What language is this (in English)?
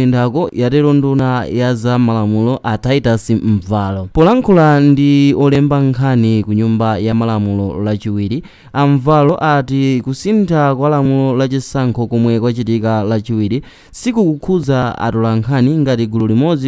Nyanja